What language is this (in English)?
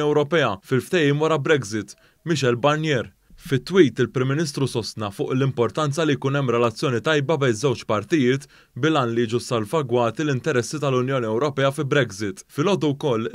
Maltese